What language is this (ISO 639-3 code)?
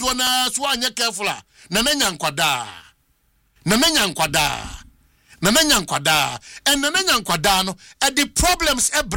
eng